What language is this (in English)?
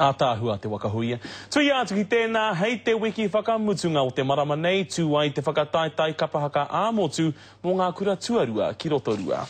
Māori